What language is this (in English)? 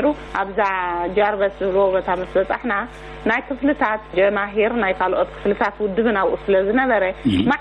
Tigrinya